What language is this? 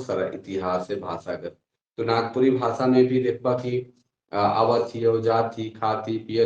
Sadri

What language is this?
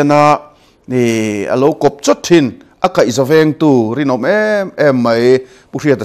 Mizo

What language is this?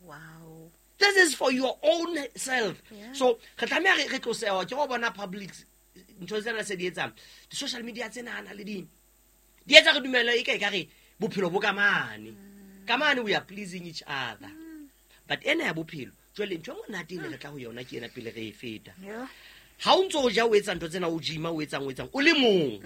Southern Sotho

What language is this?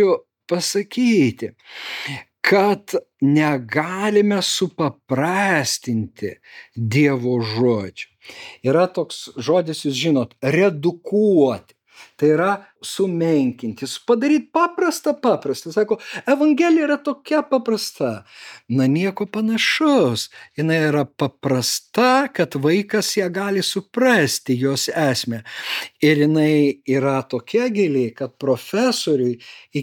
Lithuanian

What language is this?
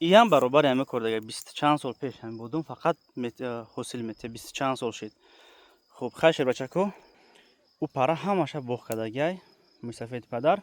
Tajik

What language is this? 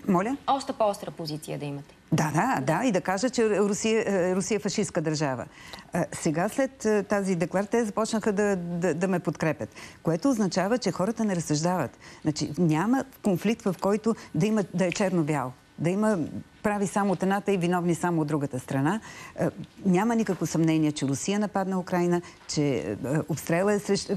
Bulgarian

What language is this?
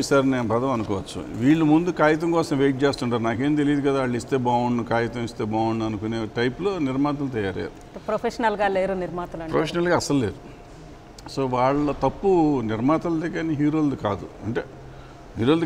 Telugu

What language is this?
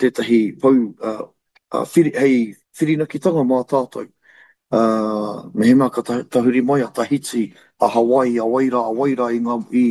Māori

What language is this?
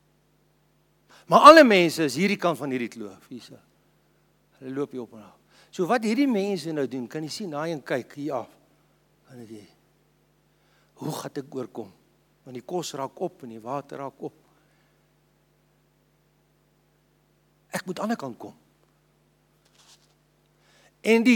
Afrikaans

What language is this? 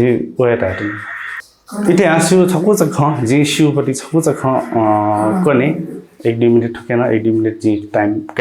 Newari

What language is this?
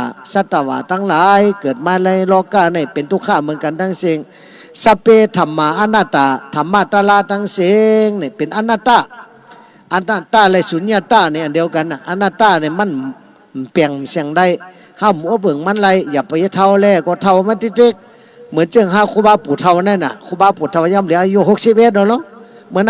Shan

